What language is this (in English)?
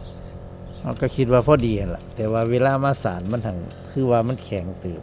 Northeastern Thai